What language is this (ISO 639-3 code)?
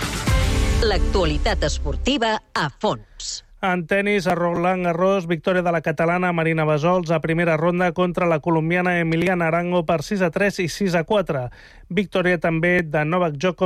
cat